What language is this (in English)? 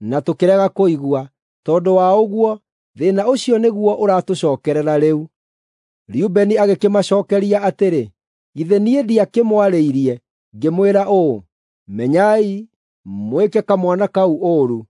Kikuyu